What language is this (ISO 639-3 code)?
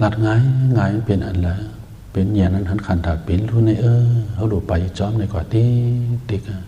shn